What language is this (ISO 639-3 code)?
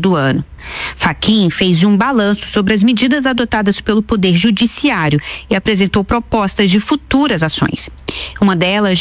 por